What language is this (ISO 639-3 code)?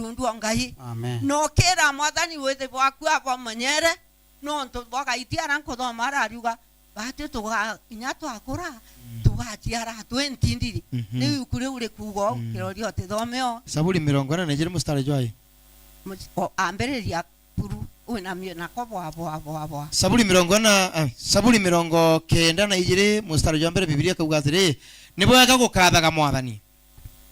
mer